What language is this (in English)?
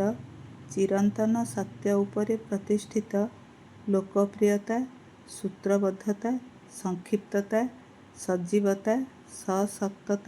Odia